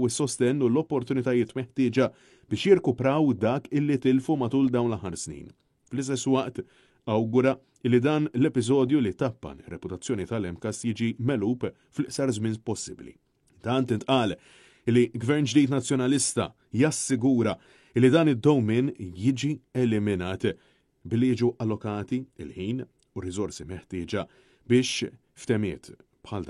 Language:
Maltese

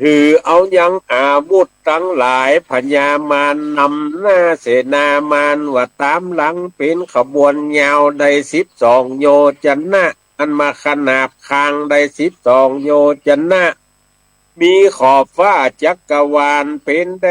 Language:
Northern Thai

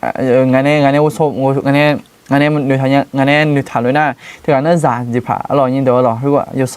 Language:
Akha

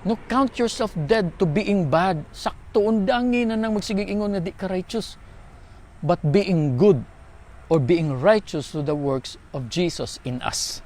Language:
Cebuano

